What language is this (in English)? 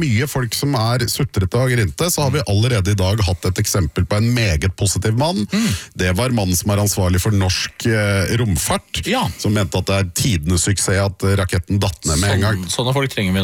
Norwegian